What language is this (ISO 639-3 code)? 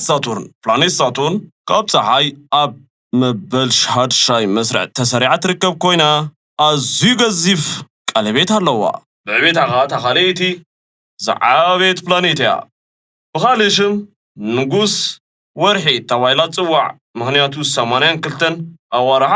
tir